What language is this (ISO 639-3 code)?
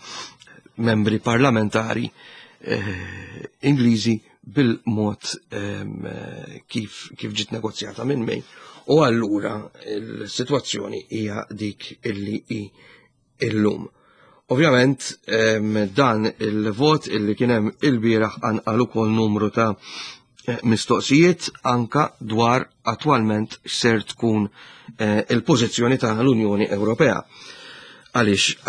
mlt